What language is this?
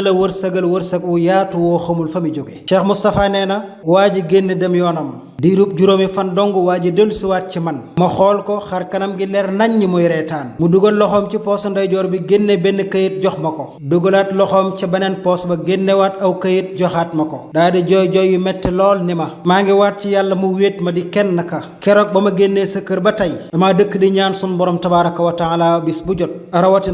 Wolof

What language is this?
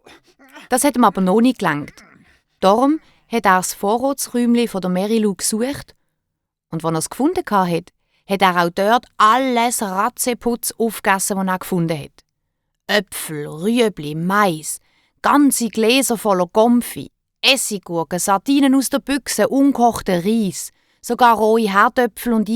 Swiss German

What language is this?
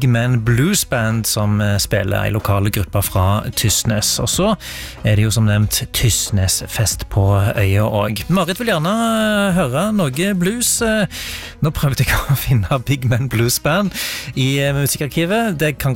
Norwegian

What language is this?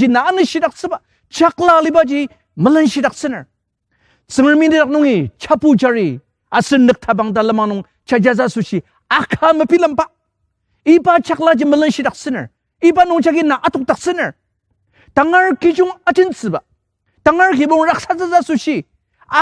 Ao Naga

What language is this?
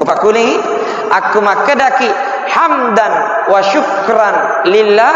Buginese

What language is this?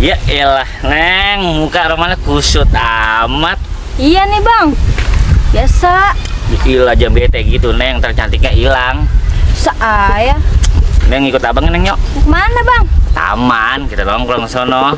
Betawi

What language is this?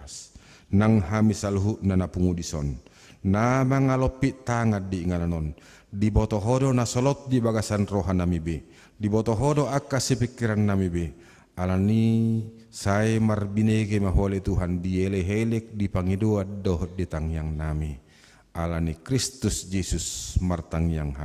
Batak Toba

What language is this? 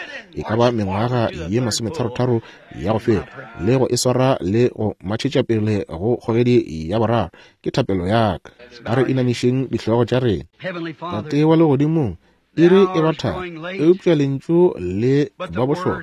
Northern Sotho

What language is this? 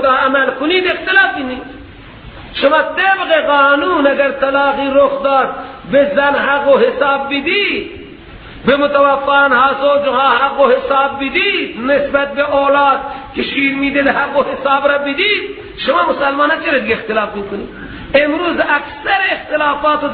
Persian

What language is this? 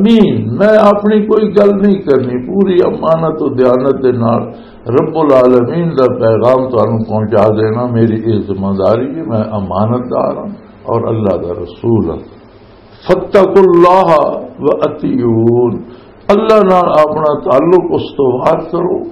Western Panjabi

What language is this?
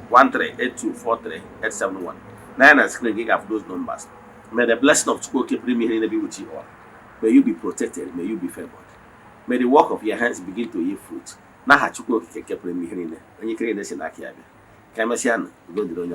Igbo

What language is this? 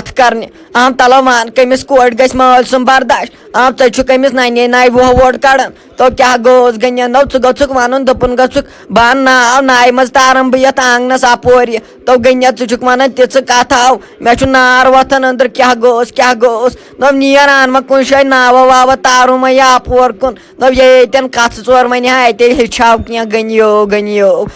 Kashmiri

